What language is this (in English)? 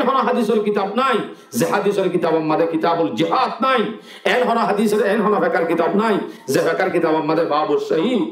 Rohingya